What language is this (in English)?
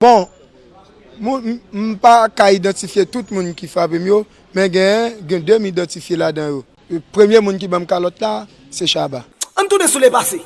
Haitian Creole